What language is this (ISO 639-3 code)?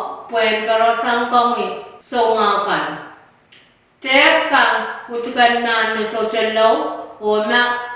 pon